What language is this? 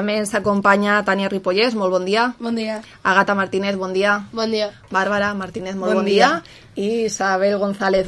Catalan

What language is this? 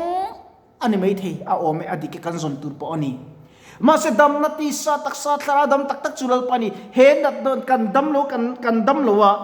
Mizo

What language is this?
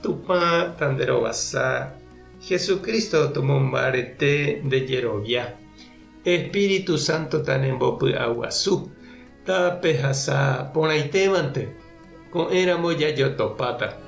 Guarani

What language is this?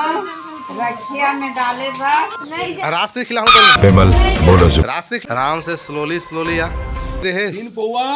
Chhattisgarhi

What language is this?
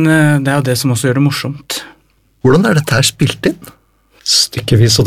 Norwegian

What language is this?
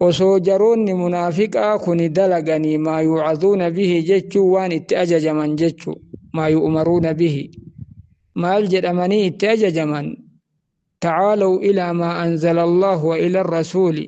Oromo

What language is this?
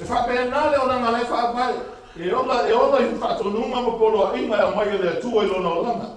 Samoan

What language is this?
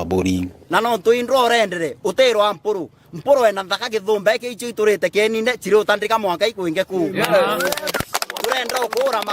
Meru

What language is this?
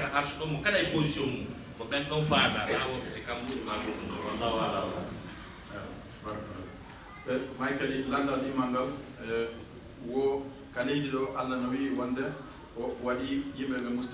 Fula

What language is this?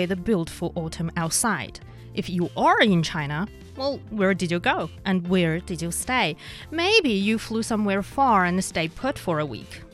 English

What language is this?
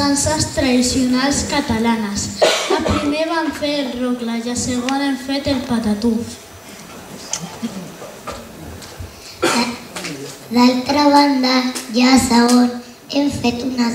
Catalan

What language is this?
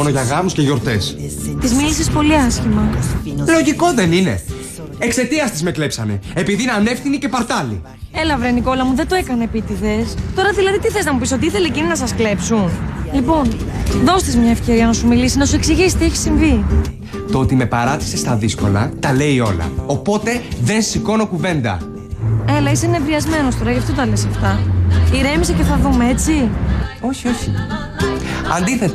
Greek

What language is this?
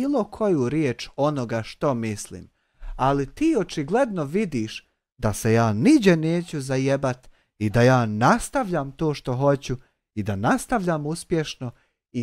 Bosnian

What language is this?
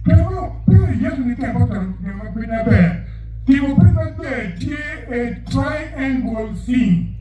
Acoli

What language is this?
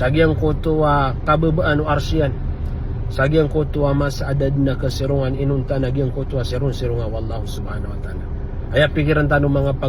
Maranao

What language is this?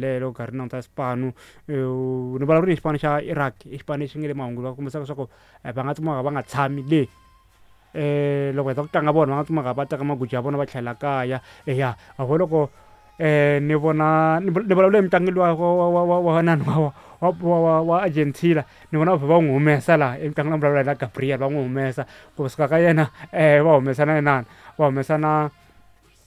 Tsonga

